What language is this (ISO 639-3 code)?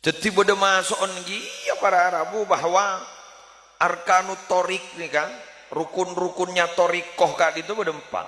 mad